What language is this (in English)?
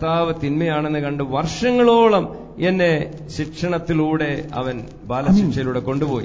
Malayalam